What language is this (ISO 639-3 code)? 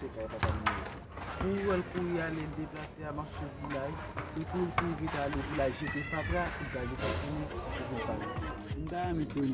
hat